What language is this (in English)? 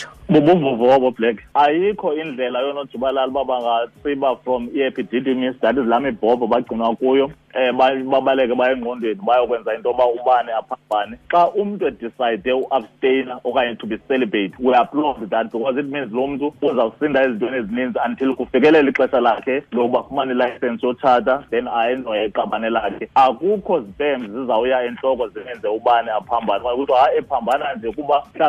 Xhosa